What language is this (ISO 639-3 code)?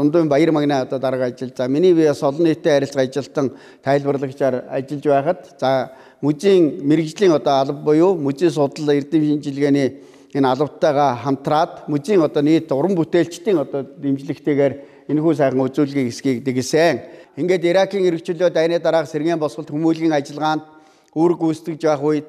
mon